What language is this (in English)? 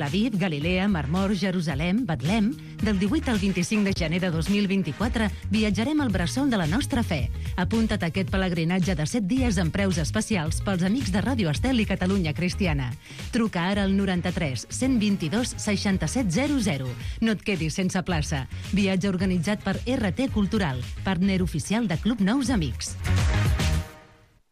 Catalan